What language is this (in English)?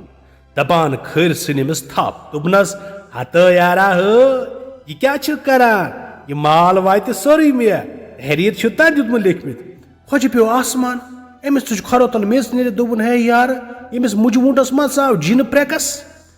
Kashmiri